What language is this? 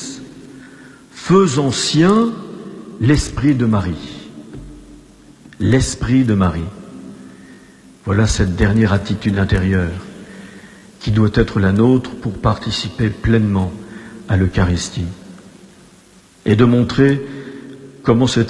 French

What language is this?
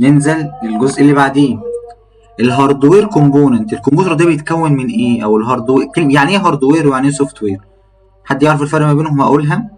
Egyptian Arabic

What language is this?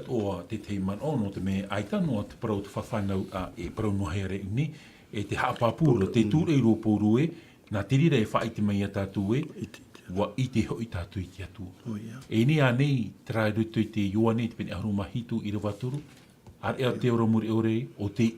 Tahitian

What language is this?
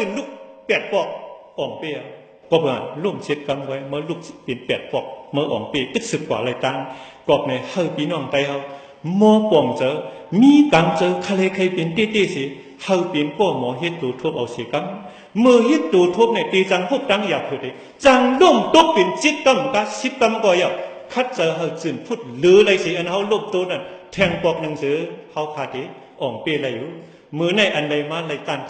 Shan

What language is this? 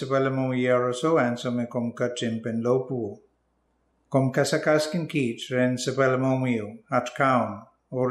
Pohnpeian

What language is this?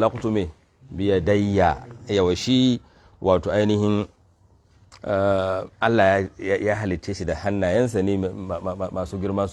Hausa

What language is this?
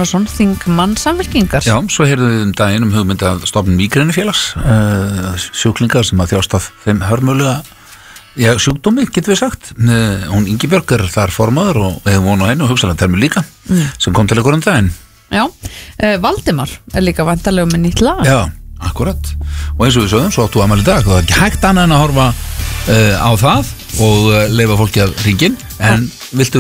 Icelandic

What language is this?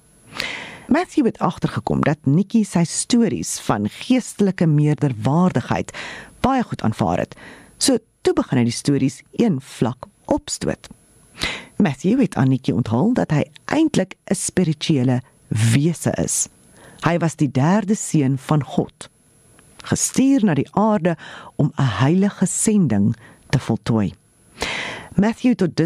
Afrikaans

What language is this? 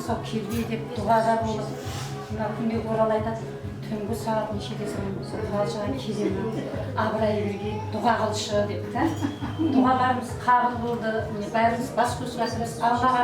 Kara-Kalpak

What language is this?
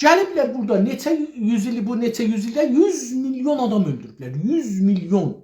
South Azerbaijani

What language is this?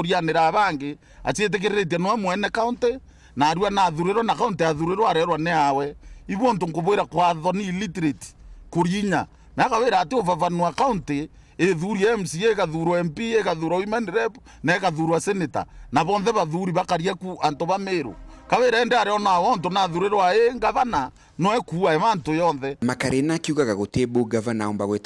Meru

